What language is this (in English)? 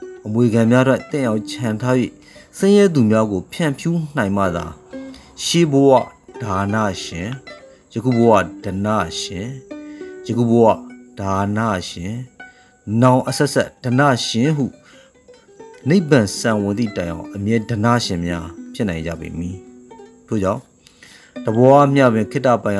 Burmese